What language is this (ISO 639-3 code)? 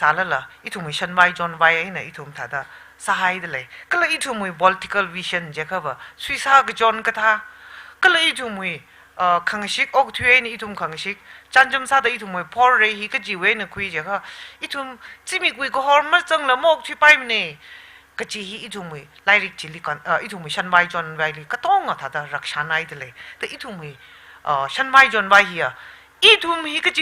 nmf